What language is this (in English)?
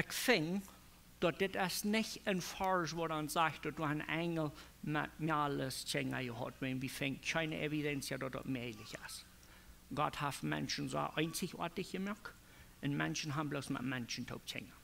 Plautdietsch